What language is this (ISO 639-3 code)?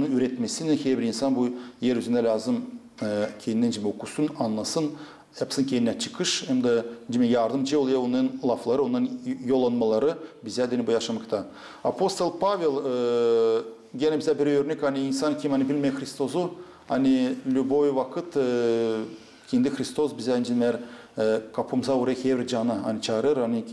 gag